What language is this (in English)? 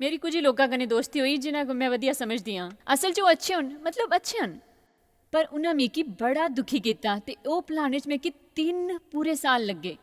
Dogri